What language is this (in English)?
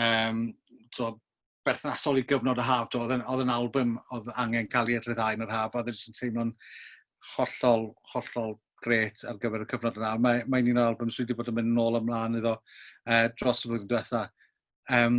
Welsh